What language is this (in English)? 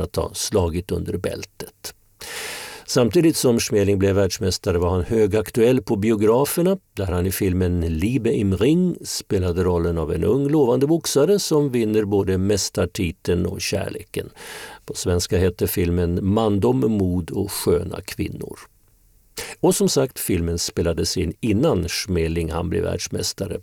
Swedish